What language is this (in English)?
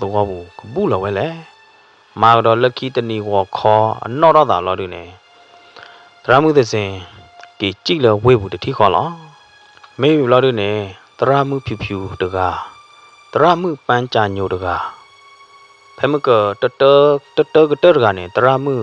S'gaw Karen